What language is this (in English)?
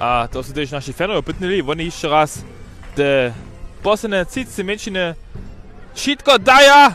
Upper Sorbian